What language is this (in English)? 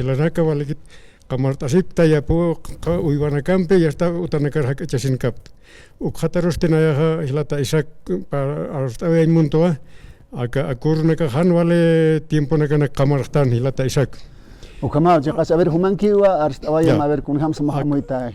Aymara